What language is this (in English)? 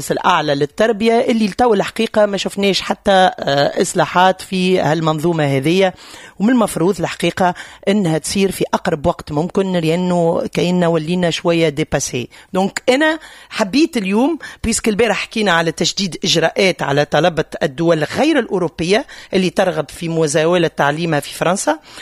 Tunisian Arabic